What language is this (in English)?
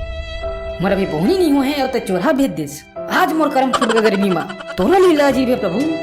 Chhattisgarhi